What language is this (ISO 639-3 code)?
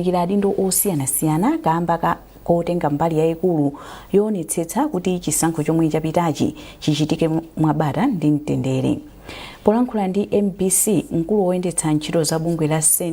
nya